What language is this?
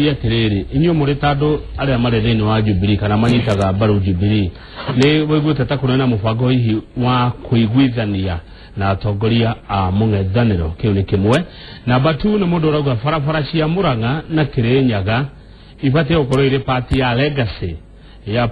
Kikuyu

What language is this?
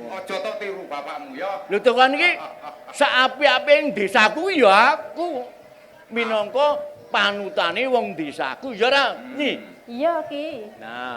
Javanese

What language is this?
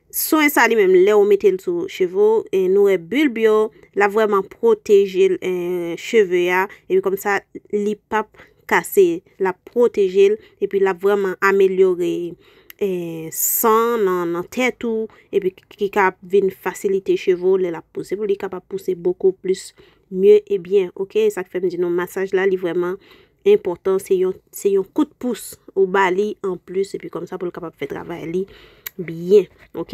Haitian Creole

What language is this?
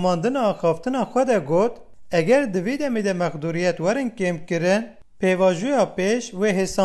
Kurdish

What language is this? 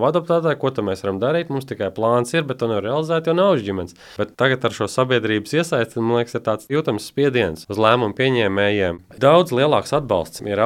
Latvian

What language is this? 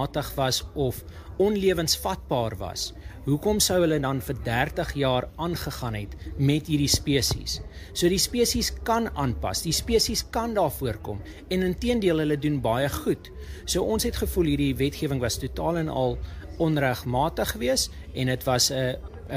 Afrikaans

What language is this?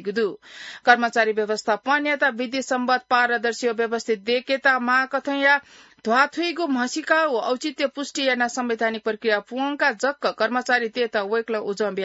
Newari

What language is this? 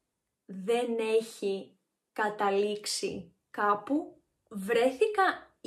Greek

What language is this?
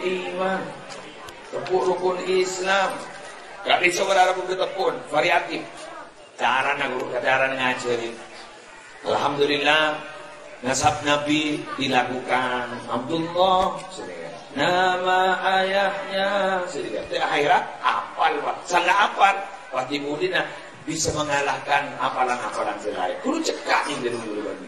Madurese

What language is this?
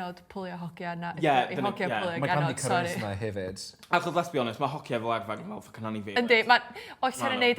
Welsh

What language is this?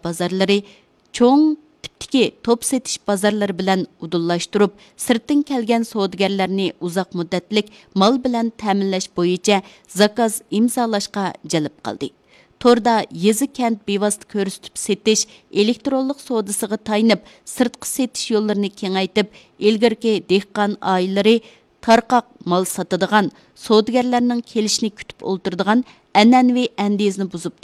Uyghur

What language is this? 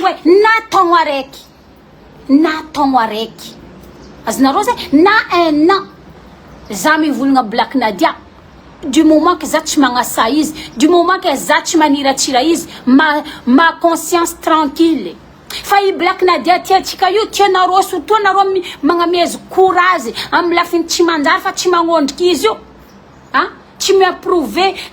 Malagasy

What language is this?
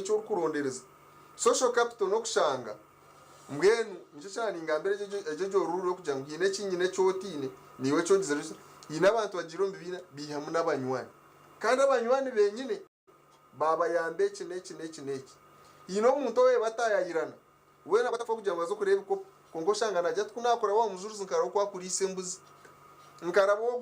Nyankole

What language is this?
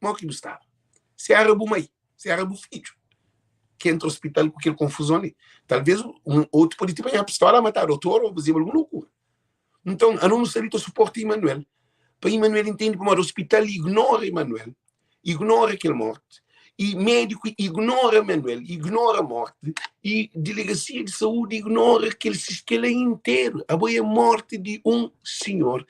Kabuverdianu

